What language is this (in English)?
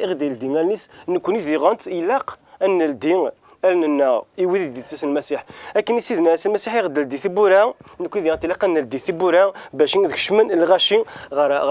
Kabyle